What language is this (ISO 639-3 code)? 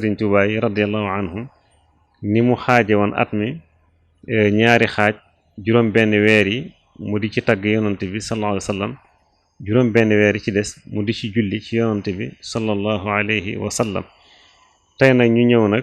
wol